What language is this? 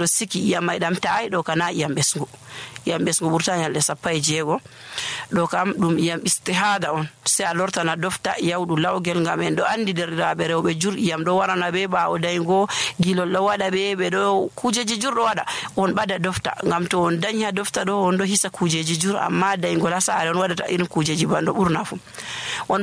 Nigerian Fulfulde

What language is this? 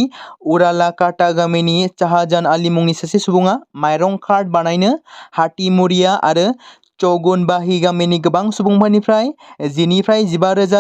Bodo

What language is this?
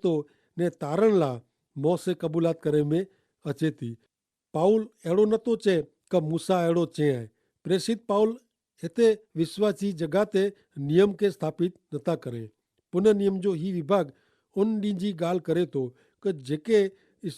Kachhi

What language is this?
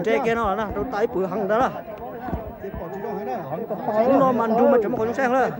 Hmong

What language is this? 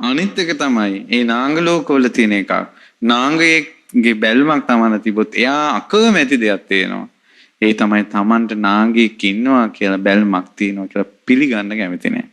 Sinhala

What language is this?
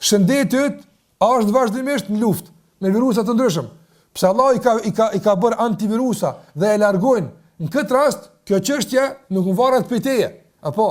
Albanian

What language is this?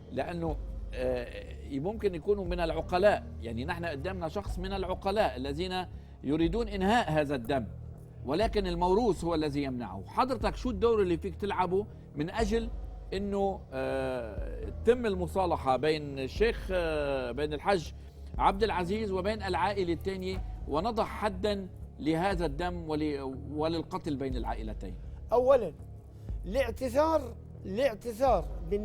Egyptian Arabic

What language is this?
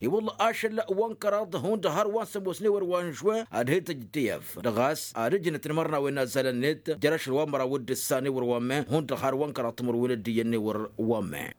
Tamasheq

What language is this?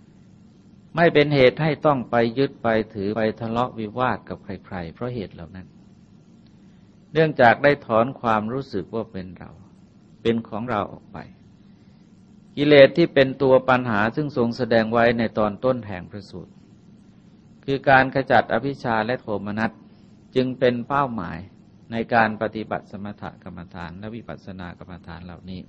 Thai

